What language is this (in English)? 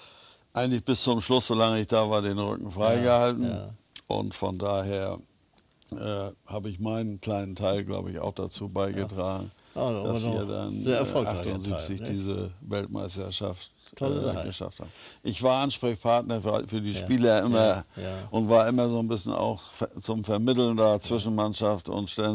German